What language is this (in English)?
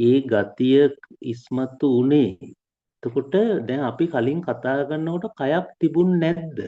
Sinhala